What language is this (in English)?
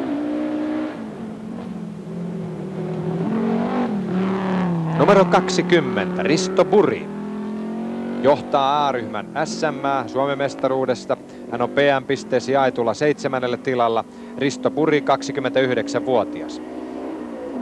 Finnish